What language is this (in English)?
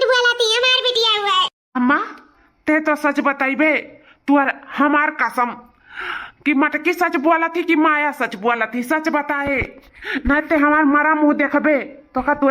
Awadhi